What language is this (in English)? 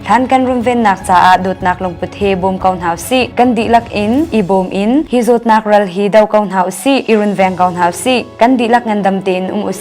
Hakha Chin